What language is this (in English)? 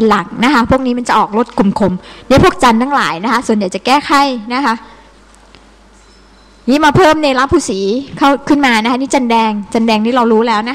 Thai